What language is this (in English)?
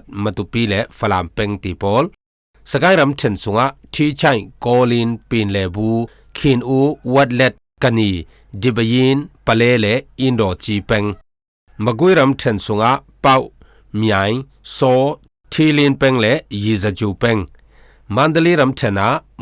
Falam Chin